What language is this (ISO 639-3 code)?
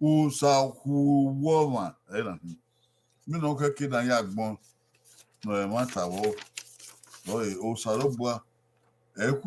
bin